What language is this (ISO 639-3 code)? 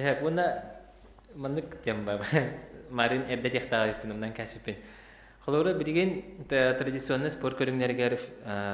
sah